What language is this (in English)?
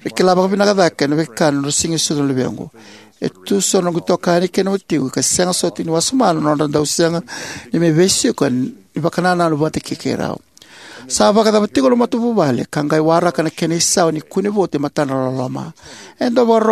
Fijian